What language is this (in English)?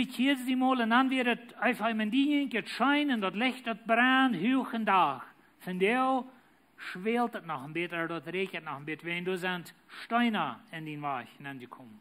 Plautdietsch